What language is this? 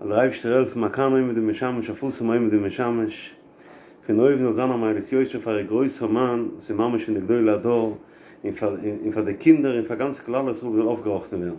Yiddish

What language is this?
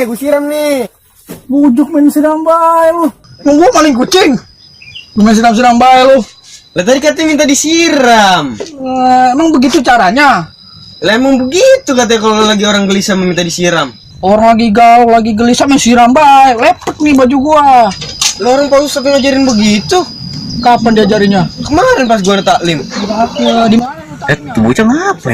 Betawi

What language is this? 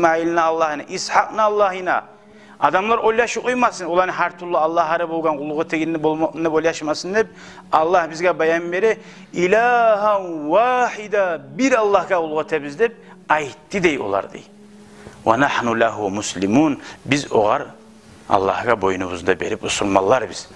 Kumyk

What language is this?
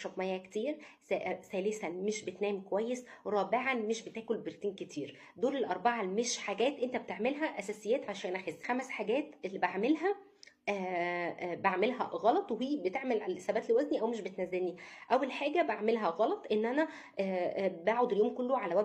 Egyptian Arabic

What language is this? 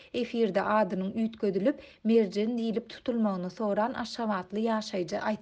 Turkmen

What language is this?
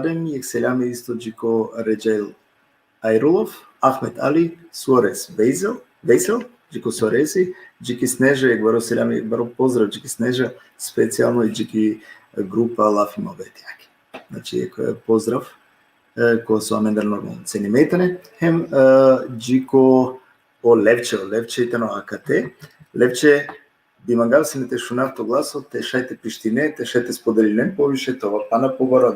Balkan Romani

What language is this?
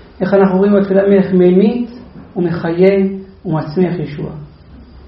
Hebrew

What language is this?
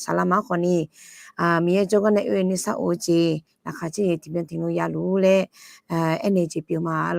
Akha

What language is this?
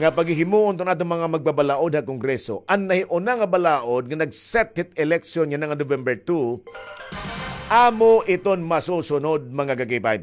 Waray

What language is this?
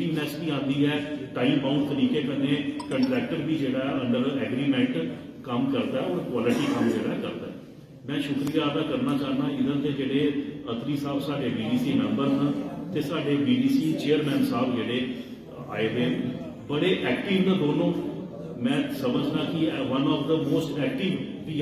Dogri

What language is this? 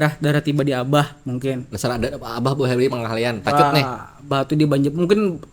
Banjar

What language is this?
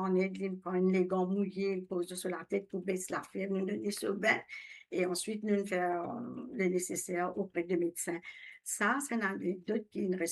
Morisyen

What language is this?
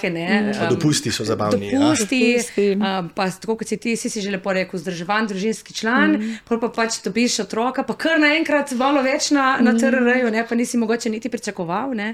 Slovenian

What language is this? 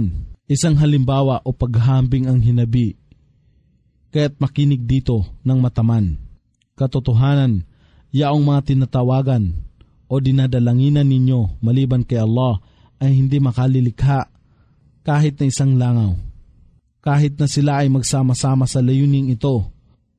Filipino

